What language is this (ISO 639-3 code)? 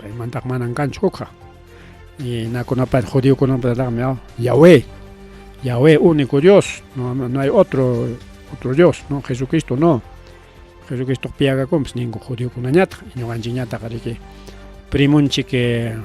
quy